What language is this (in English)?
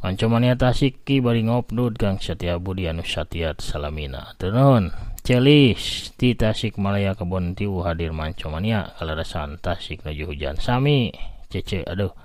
Sundanese